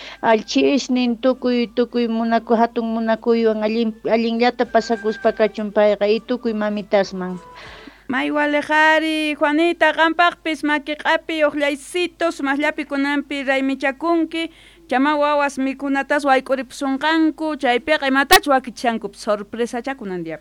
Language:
Quechua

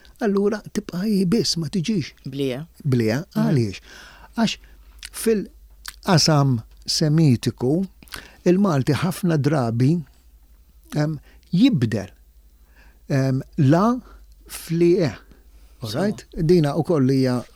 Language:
Maltese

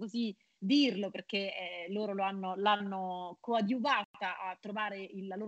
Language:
Italian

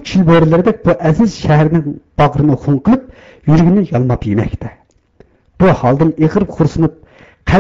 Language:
Uyghur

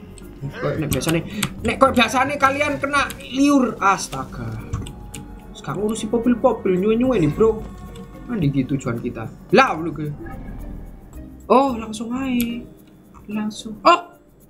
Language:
Indonesian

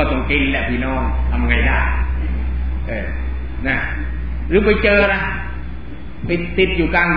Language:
Thai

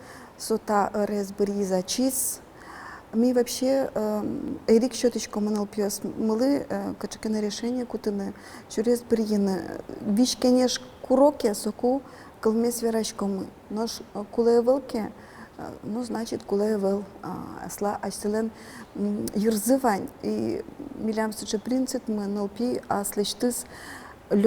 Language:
Udmurt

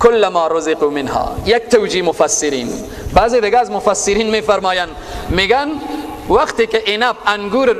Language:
Persian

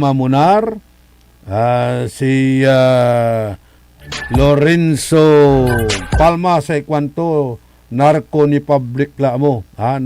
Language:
Pangasinan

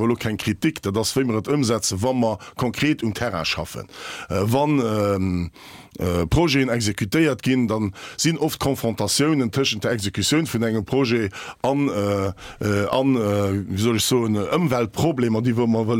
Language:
Luxembourgish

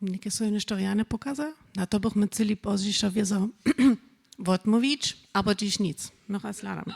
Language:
Upper Sorbian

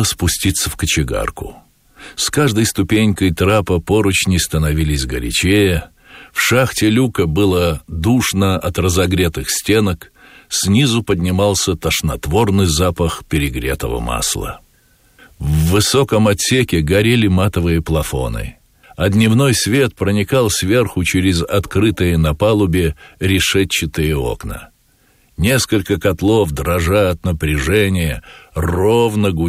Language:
Russian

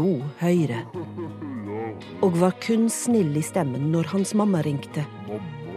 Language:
Norwegian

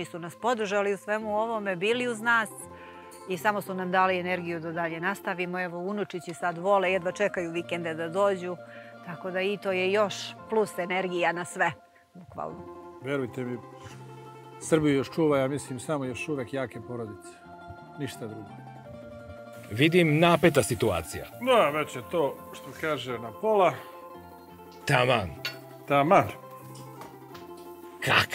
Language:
Serbian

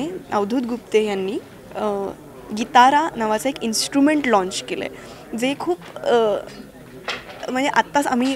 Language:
Marathi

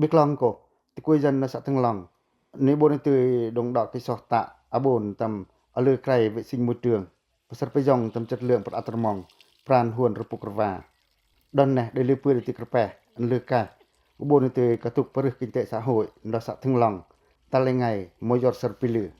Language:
Pacoh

